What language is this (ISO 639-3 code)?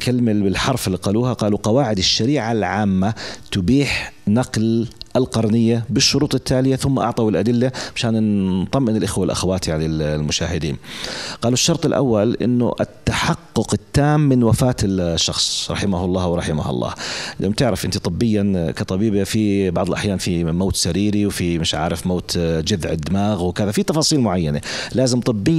apc